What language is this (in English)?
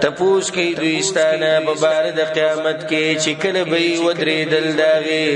Pashto